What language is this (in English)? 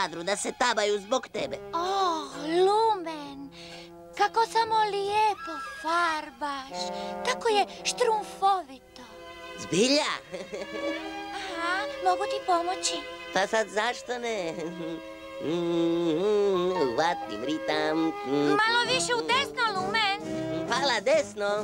Croatian